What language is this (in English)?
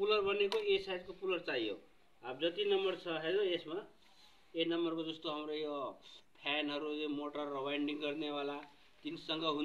Nepali